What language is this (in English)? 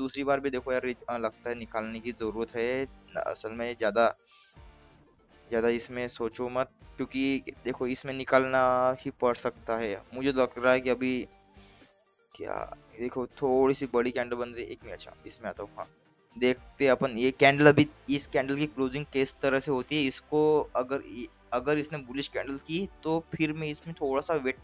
Hindi